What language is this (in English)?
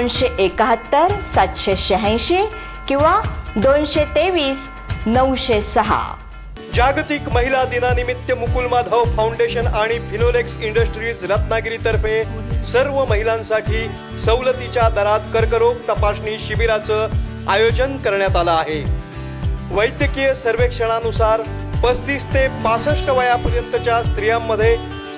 Marathi